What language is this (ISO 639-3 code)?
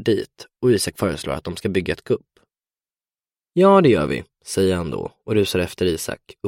swe